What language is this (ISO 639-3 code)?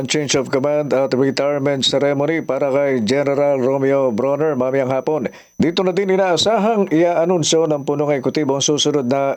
fil